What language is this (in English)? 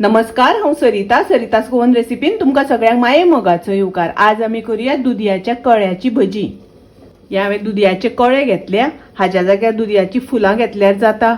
Konkani